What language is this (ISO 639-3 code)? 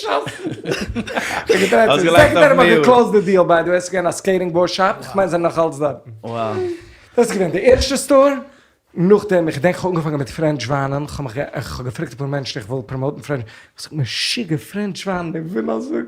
yid